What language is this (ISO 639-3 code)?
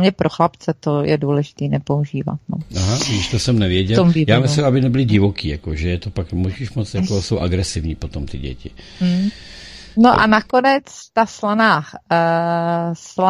ces